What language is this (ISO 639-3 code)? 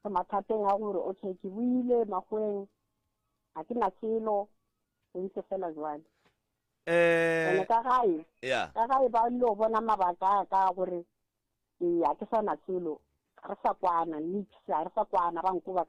nso